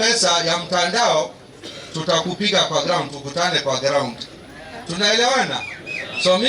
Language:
Meru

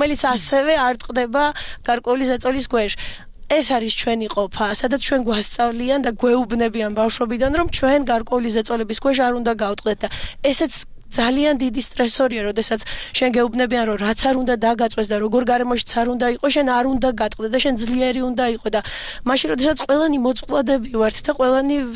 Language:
Georgian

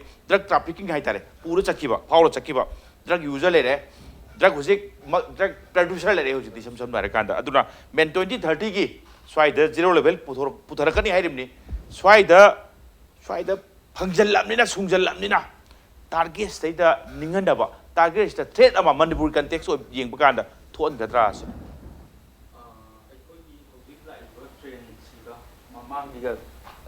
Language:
Manipuri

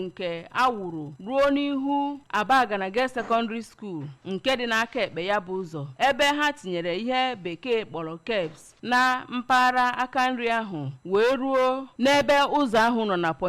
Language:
Igbo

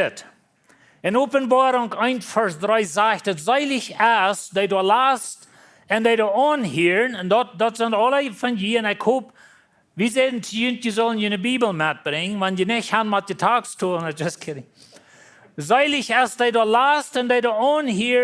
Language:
Plautdietsch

